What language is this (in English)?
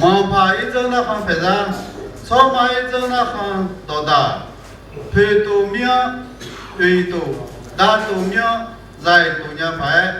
Akha